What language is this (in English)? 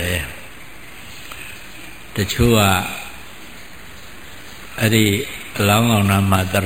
Burmese